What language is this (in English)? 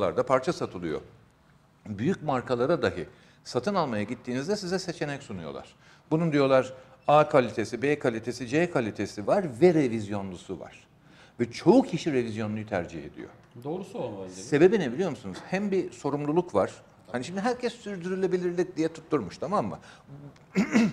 Turkish